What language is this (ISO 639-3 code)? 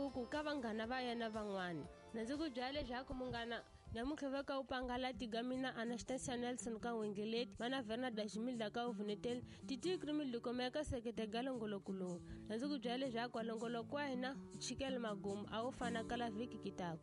tso